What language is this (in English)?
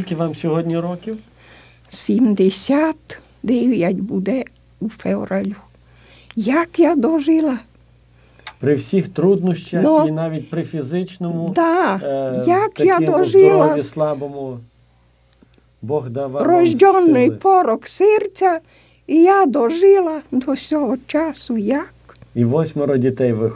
Ukrainian